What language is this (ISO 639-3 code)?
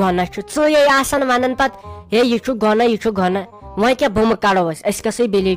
kas